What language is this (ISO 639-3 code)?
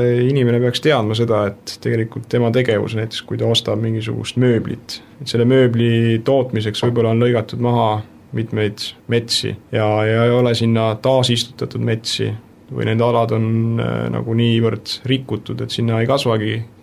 est